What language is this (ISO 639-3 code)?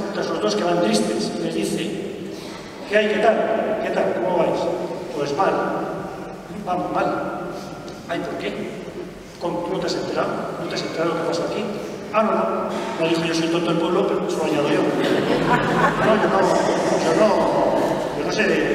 spa